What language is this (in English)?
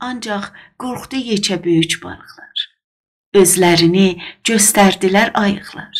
South Azerbaijani